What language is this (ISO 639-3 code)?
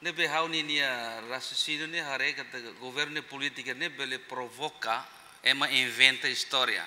tet